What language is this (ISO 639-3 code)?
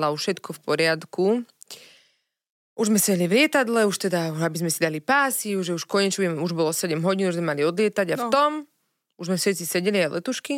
slk